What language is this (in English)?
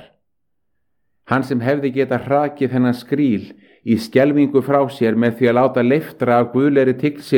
Icelandic